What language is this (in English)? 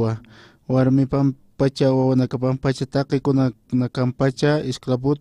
Aymara